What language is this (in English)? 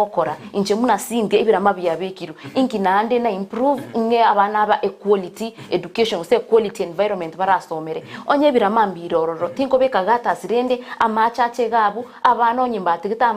Gusii